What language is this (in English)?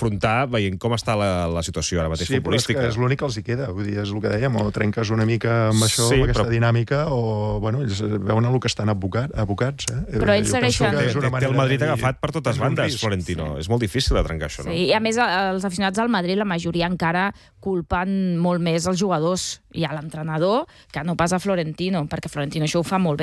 Catalan